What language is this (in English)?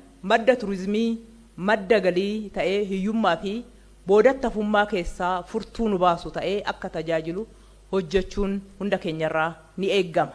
Oromo